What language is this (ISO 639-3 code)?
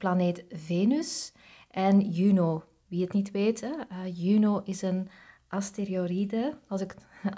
nld